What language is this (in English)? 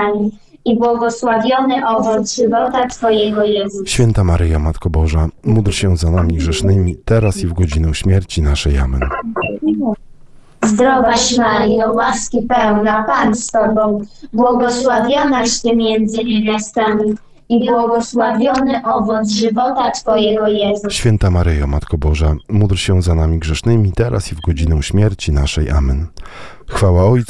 Polish